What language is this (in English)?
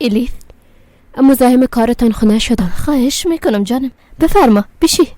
Persian